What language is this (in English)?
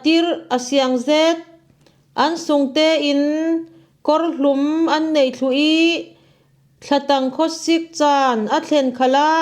Falam Chin